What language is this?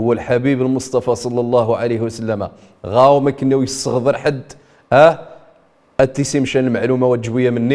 Riffian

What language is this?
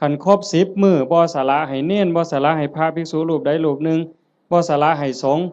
Northeastern Thai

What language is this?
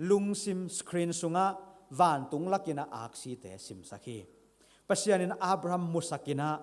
Tedim Chin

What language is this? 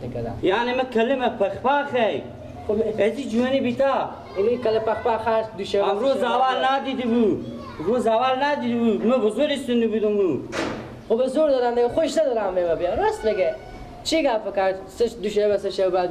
Persian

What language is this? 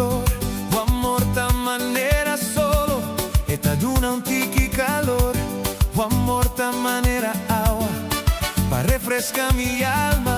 Papiamento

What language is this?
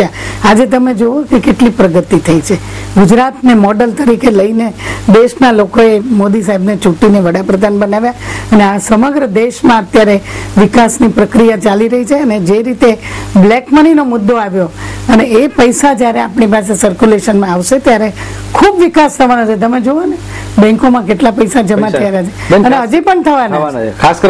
Gujarati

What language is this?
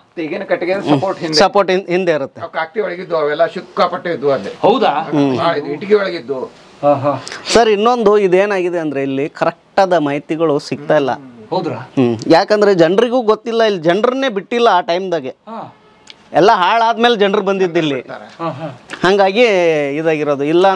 Kannada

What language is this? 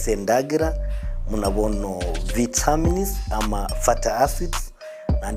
Gusii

